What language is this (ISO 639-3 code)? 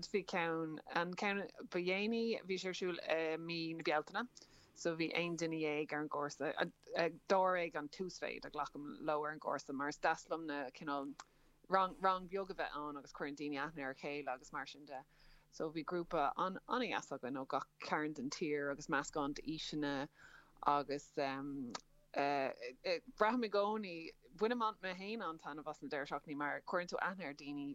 gle